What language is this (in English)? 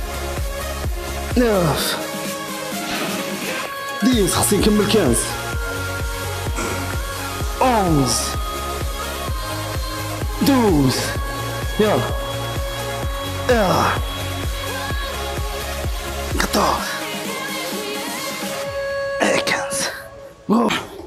Moroccan Arabic